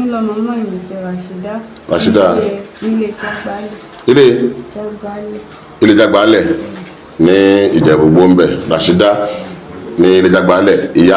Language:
Yoruba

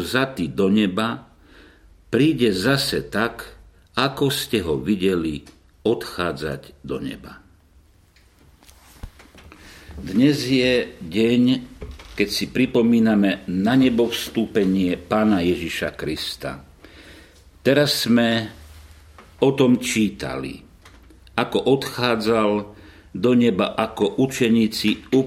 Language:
Slovak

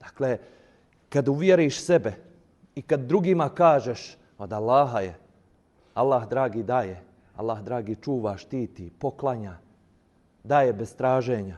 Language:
Bosnian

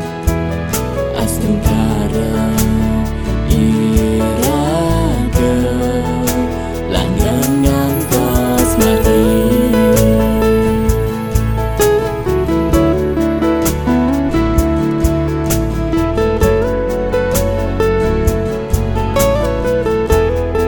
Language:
Indonesian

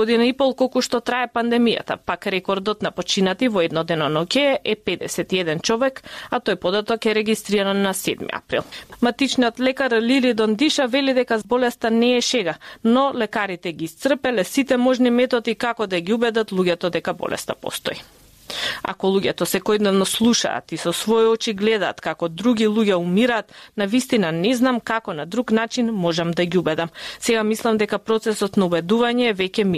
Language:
Macedonian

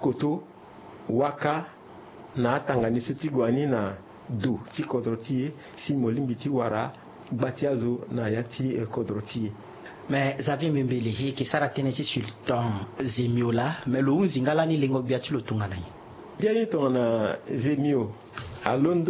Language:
Sango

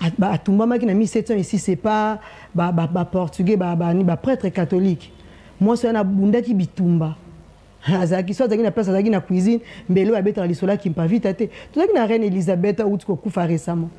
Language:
Lingala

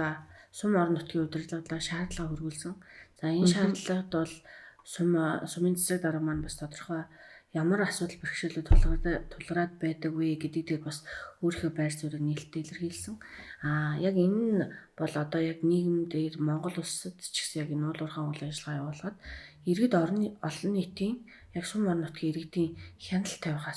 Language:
Mongolian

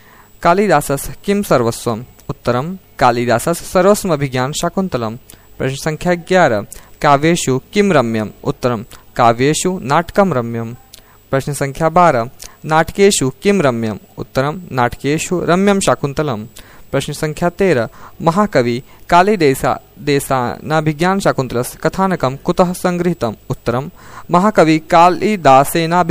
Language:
Sanskrit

